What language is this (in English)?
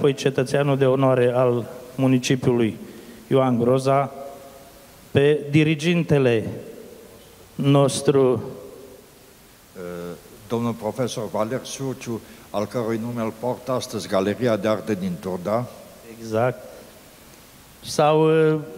Romanian